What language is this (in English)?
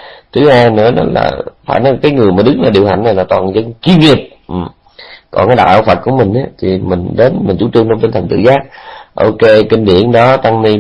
Vietnamese